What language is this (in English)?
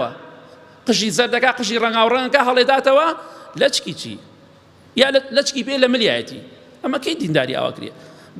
Central Kurdish